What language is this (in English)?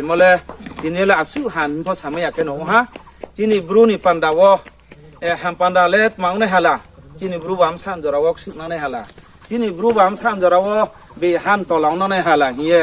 Riang (India)